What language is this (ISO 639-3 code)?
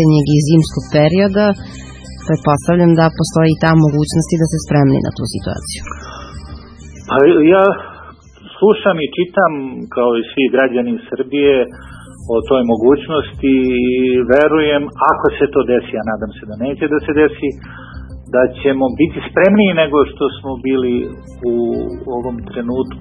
srp